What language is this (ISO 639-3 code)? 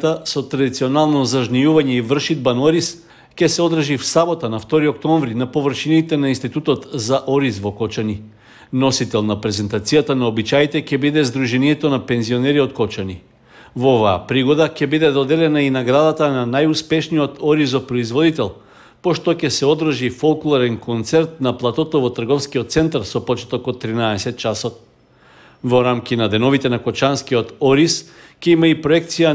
mkd